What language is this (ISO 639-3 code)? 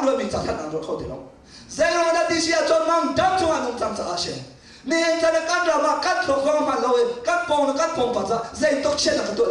cnh